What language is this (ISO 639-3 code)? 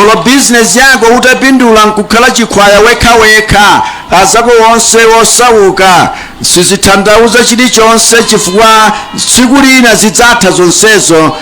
nya